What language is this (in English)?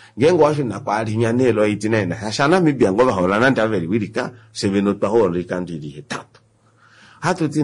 Kuanyama